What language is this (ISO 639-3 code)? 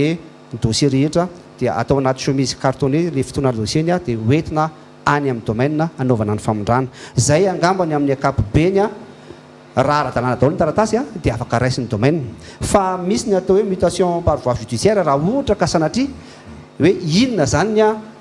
mlg